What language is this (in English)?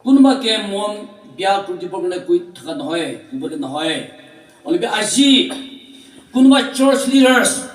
Naga Pidgin